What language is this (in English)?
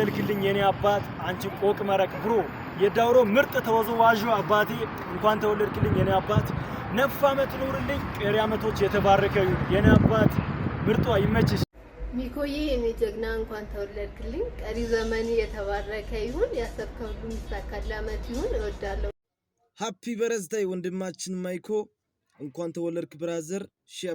Amharic